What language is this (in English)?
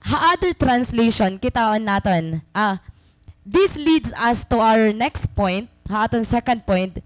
Waray